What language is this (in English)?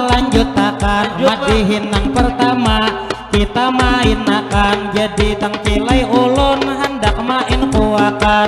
Banjar